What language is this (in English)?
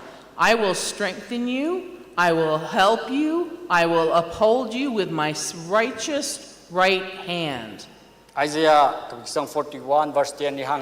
Tangkhul Naga (India)